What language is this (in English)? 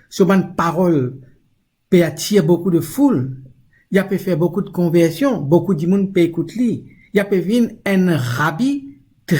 Morisyen